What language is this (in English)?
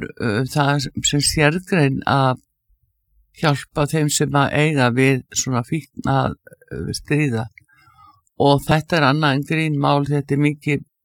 Icelandic